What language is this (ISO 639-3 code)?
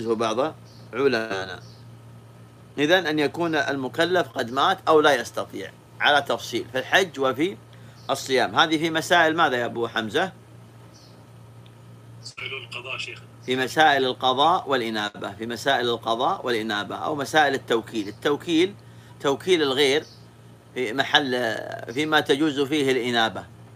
ara